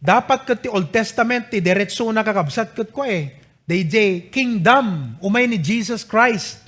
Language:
Iloko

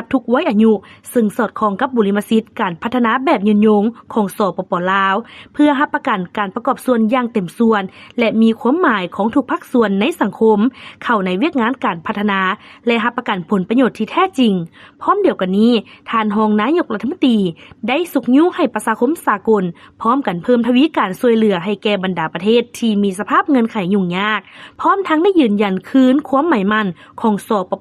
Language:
Lao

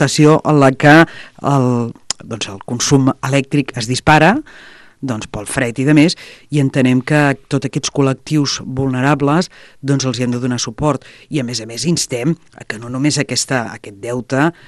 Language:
Catalan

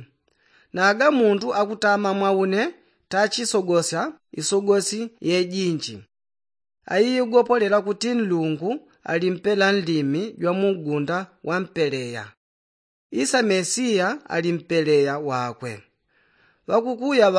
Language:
Yao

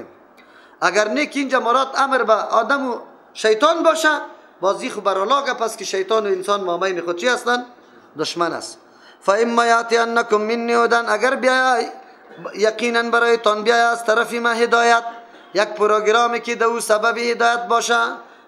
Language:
Persian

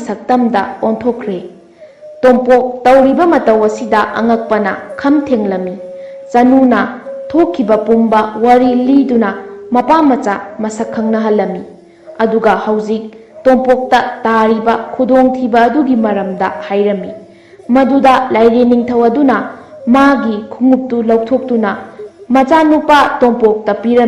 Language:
Manipuri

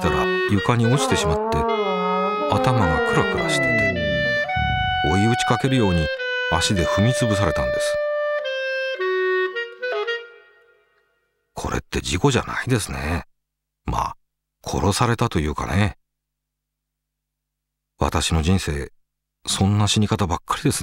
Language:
Japanese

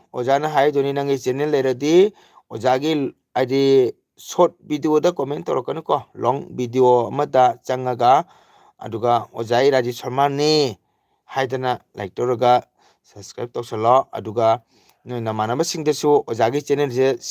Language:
Manipuri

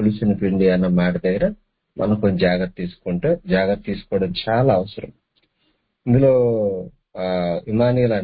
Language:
Telugu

